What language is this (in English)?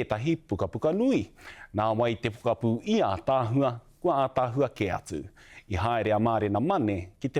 Māori